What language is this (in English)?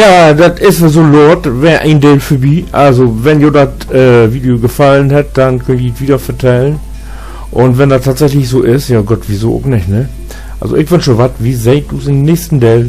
Low German